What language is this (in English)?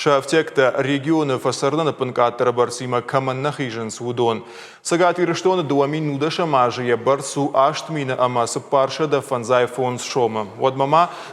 Ossetic